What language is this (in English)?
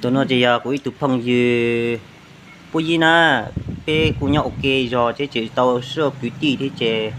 Hmong